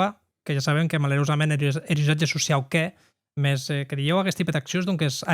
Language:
Occitan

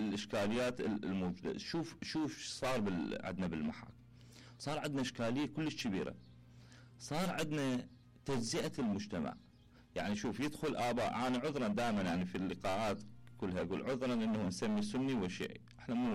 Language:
Mesopotamian Arabic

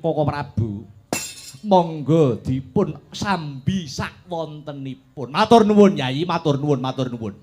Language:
Javanese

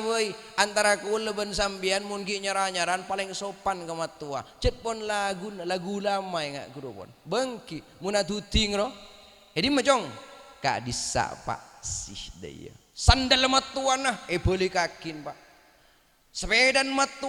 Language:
Madurese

